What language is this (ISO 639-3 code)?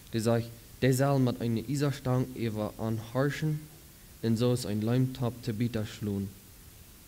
pdt